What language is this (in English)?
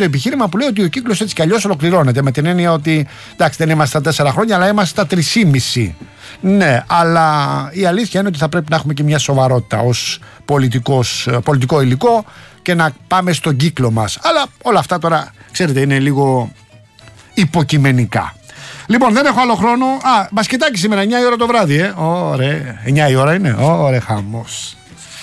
Greek